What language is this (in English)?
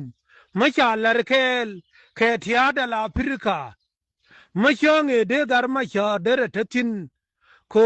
Nuer